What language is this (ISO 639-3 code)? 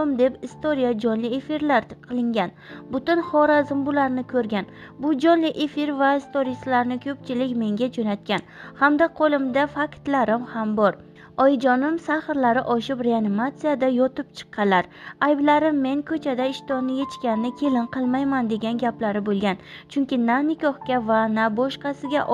uzb